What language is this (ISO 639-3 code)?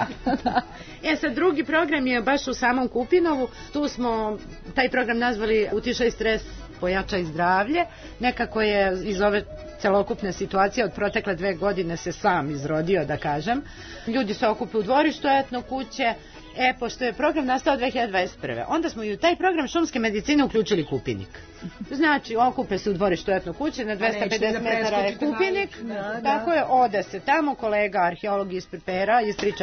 srp